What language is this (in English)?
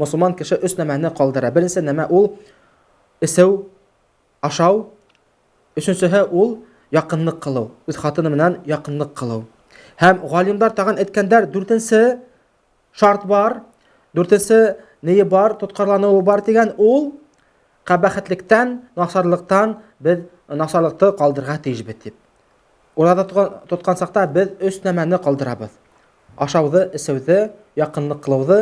Bashkir